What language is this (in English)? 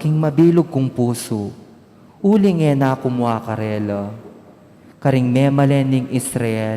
Pampanga